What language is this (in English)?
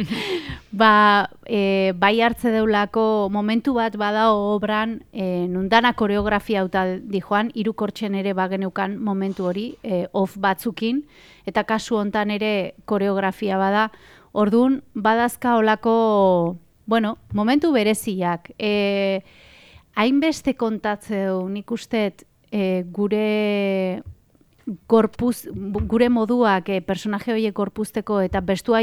Basque